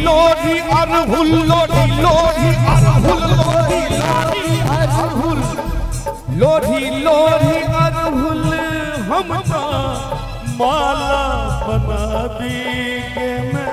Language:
Bhojpuri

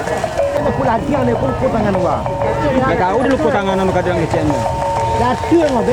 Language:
Minangkabau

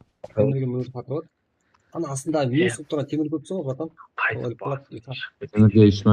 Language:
Kara-Kalpak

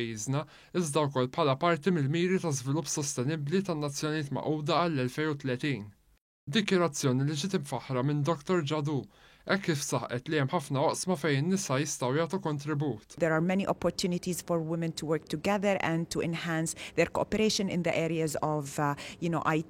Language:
Maltese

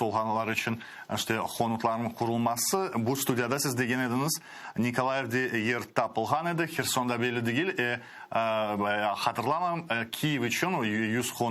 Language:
Crimean Tatar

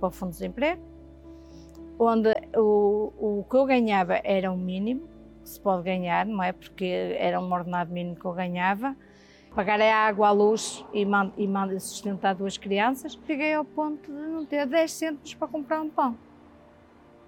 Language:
Portuguese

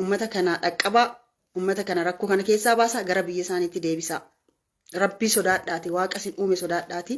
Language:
Oromo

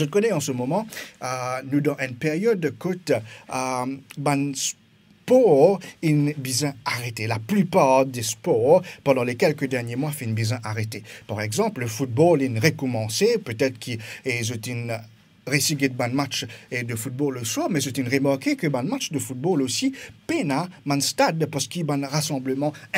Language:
Morisyen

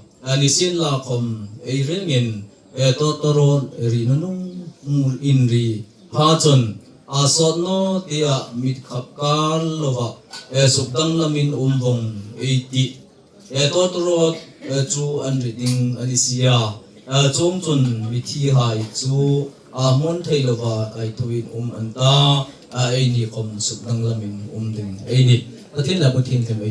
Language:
Hmar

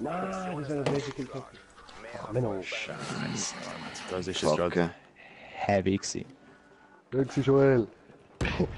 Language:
Swiss German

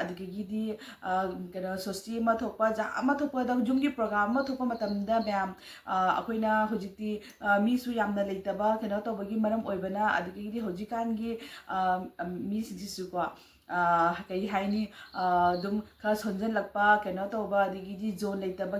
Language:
Manipuri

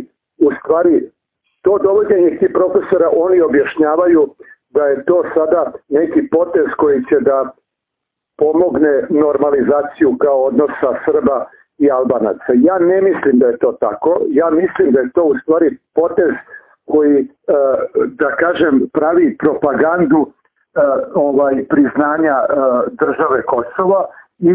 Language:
Serbian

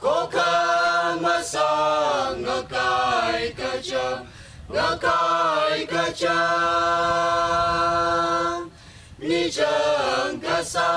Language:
Tangkhul Naga (India)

